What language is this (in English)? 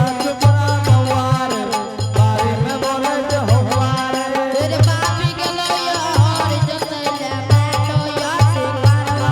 Angika